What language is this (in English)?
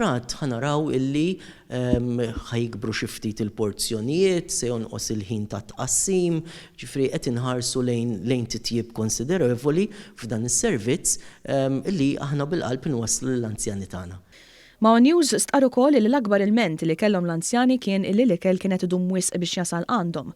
Maltese